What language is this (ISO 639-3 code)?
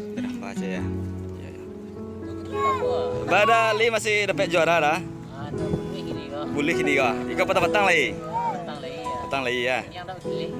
min